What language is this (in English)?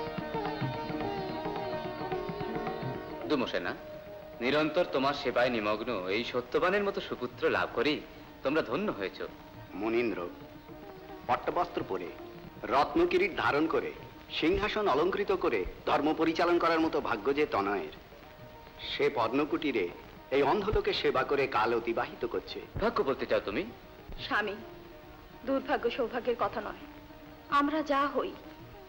Bangla